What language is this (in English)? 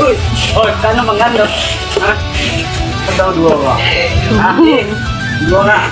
Minangkabau